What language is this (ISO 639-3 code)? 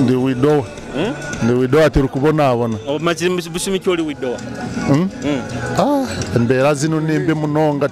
nyo